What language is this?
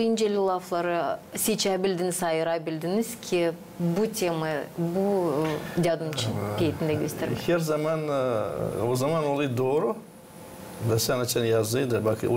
Gagauz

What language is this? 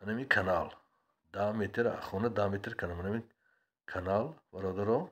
Tajik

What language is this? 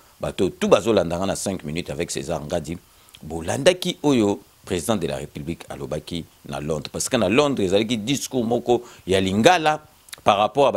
Lingala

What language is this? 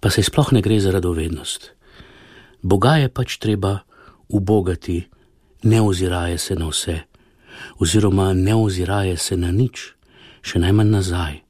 Slovenian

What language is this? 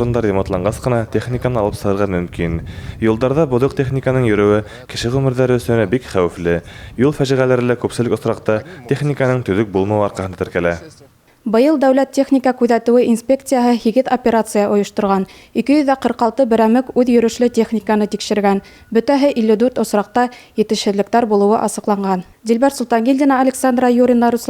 Bashkir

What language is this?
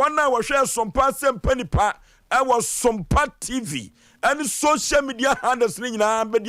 Akan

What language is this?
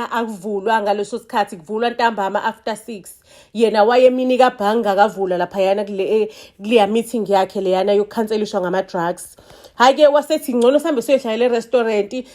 Zulu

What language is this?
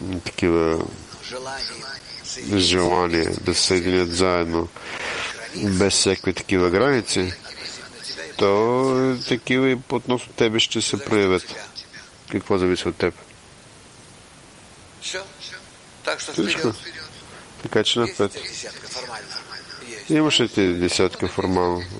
Bulgarian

